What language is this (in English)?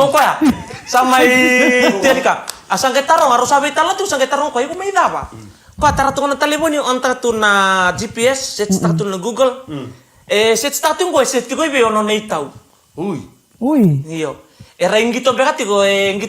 Fijian